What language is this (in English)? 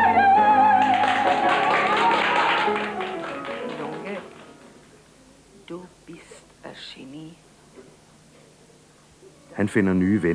Danish